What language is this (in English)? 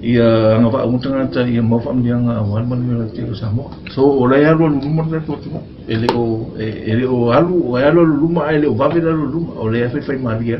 Samoan